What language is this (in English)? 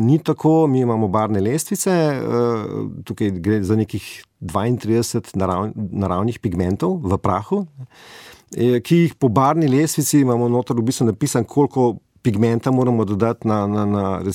Slovenian